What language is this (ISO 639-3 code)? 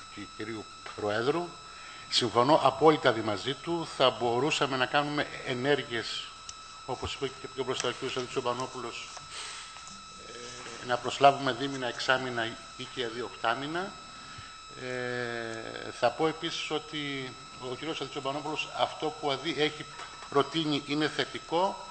ell